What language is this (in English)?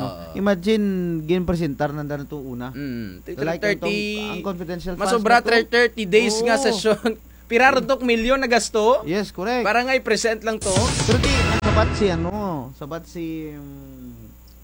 Kinaray-a